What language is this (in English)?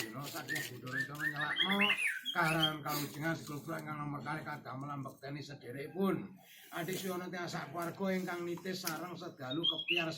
Javanese